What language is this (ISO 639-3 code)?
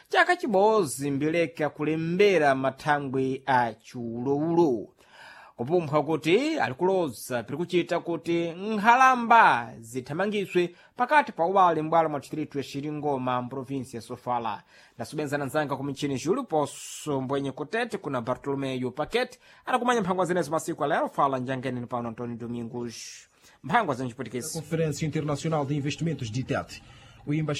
seh